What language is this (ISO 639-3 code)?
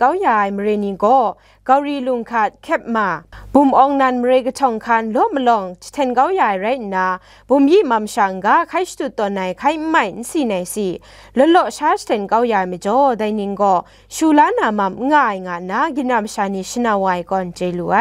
kac